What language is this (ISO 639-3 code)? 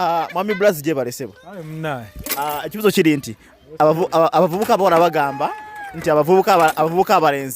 lug